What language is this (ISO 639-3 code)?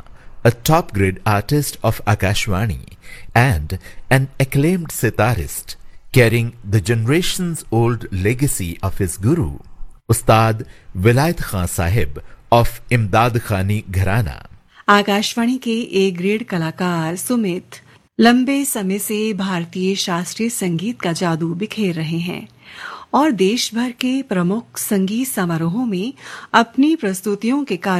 hin